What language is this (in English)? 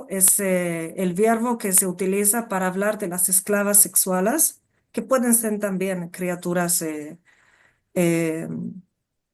Ladino